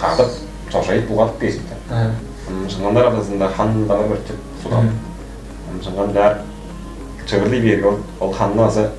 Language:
Tuvinian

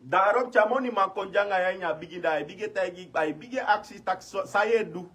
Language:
Sranan Tongo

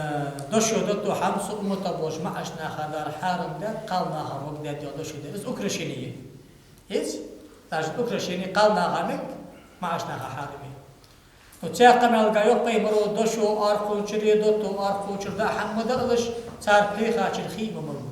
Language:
Ingush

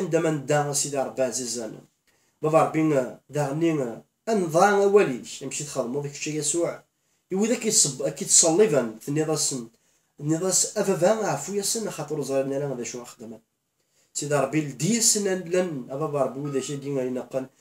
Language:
Kabyle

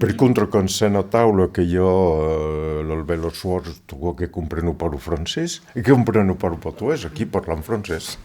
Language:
Occitan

